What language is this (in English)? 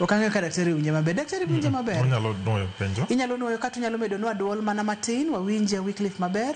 Luo (Kenya and Tanzania)